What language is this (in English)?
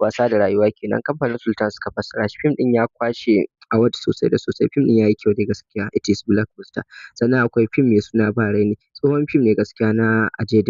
Hausa